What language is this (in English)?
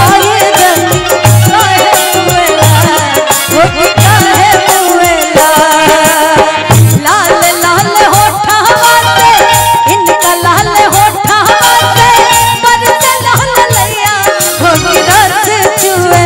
Bhojpuri